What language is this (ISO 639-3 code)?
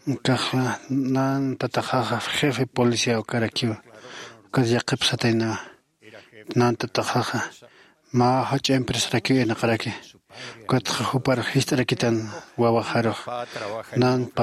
aym